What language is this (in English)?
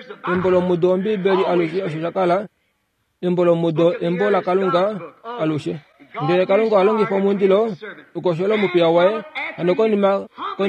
Kuanyama